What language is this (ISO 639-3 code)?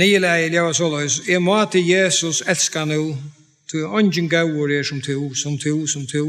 fao